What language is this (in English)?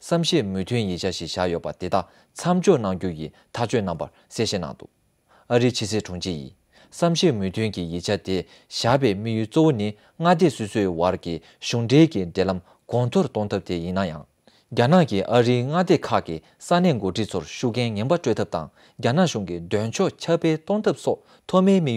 Tibetan